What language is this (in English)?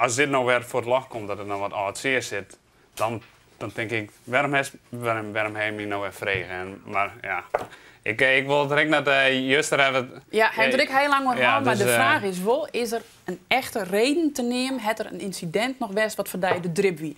Western Frisian